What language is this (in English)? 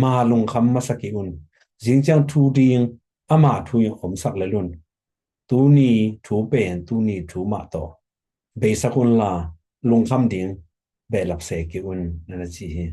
Tedim Chin